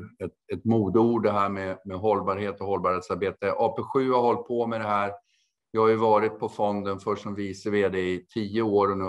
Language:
Swedish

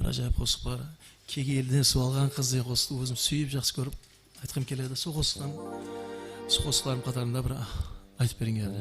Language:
Kara-Kalpak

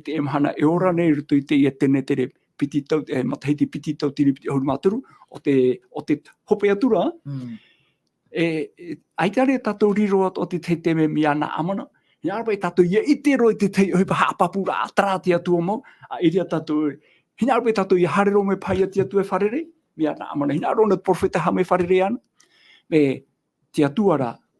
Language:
Tahitian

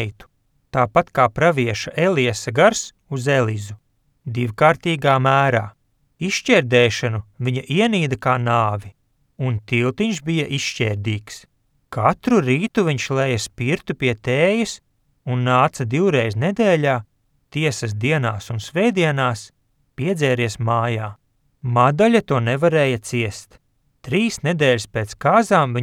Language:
Latvian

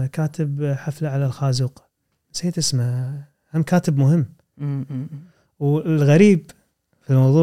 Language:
Gulf Arabic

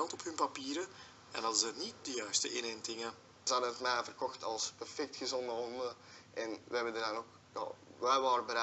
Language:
Dutch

